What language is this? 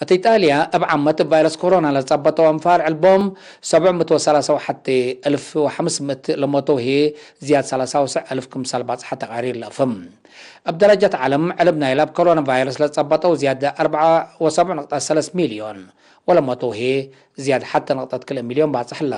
Tigre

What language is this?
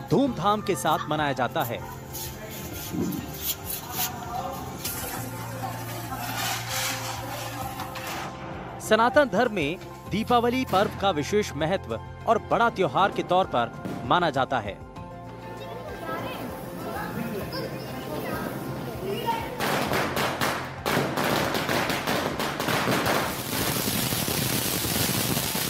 Hindi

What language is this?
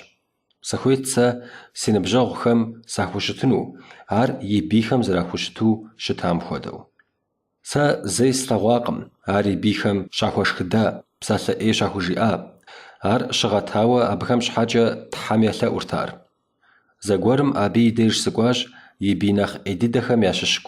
Kabardian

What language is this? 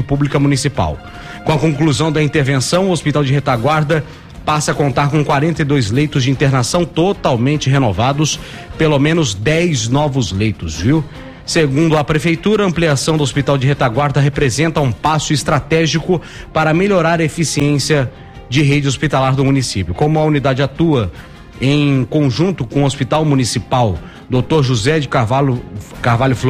Portuguese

